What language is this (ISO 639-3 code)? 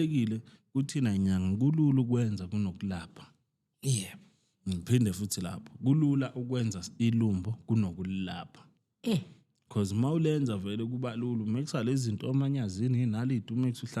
zul